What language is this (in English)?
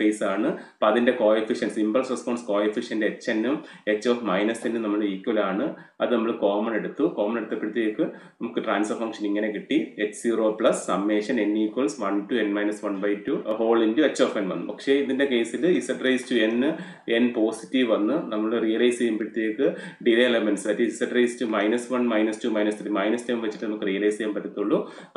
Malayalam